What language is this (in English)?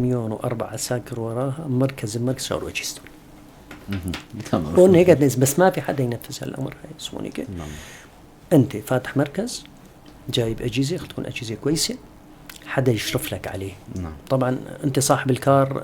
North Levantine Arabic